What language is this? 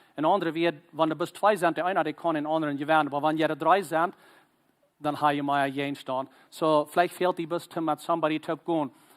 Plautdietsch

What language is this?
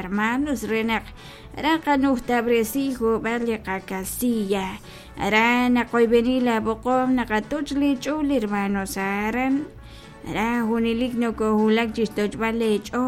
Kekchí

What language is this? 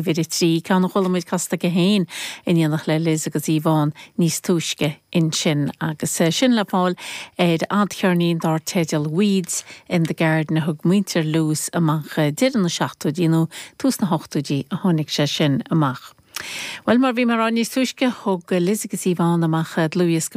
Irish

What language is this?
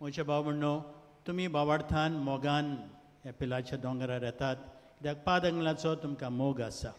Konkani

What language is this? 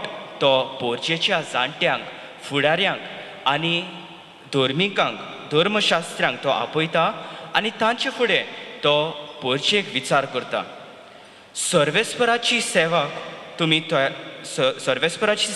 Konkani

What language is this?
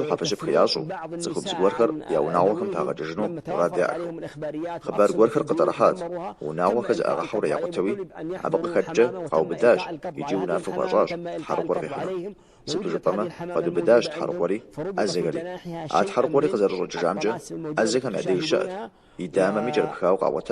Kabardian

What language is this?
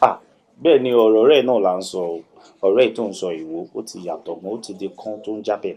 Yoruba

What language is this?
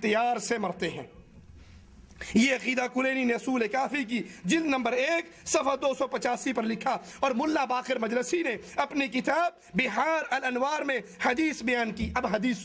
Urdu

